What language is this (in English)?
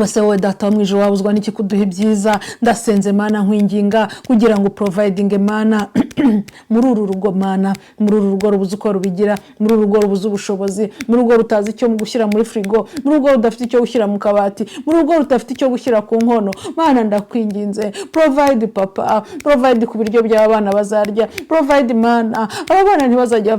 Kinyarwanda